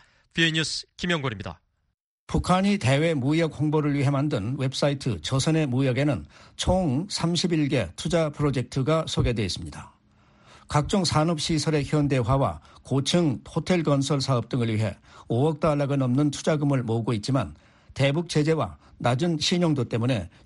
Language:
Korean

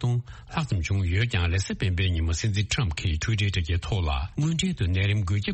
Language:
Tibetan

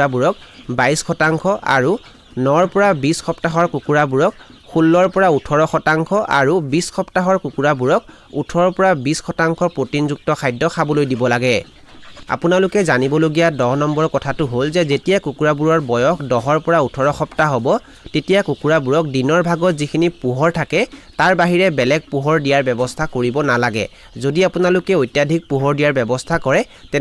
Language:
Assamese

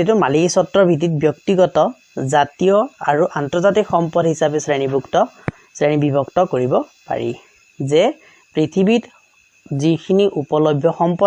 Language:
Assamese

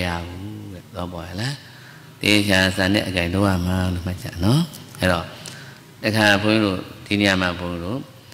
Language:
Burmese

